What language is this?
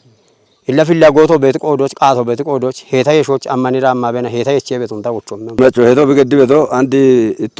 Kafa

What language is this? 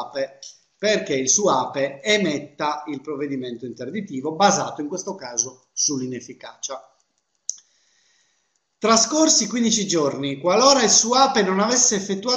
Italian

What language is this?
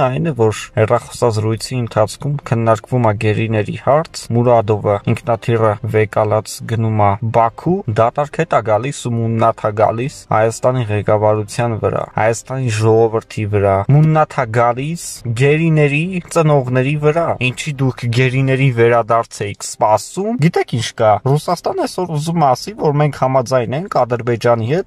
Armenian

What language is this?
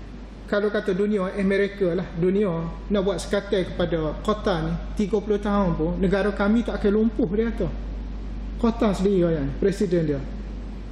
Malay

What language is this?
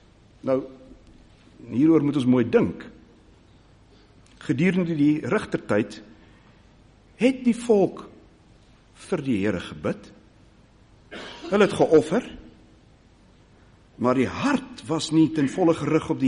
Afrikaans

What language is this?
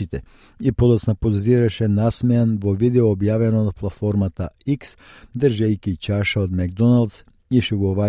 Macedonian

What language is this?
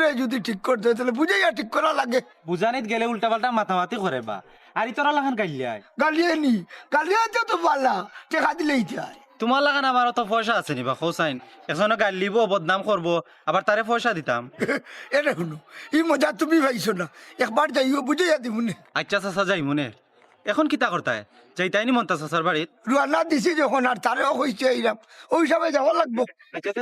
Sylheti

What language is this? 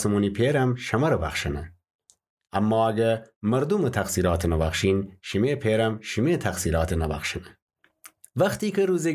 Gilaki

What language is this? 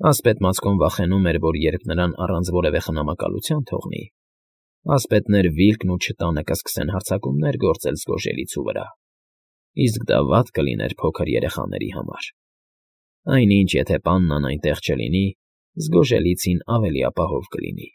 Armenian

